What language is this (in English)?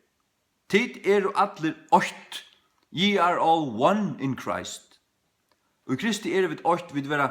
Faroese